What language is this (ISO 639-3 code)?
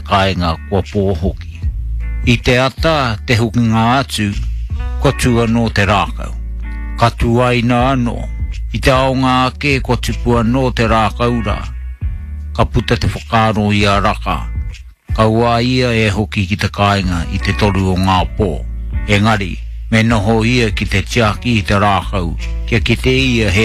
mri